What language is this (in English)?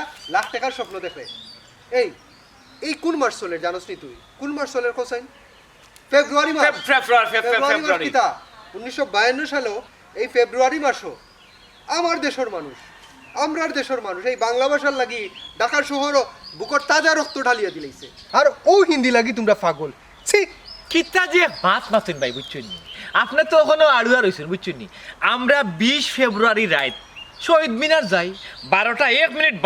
Sylheti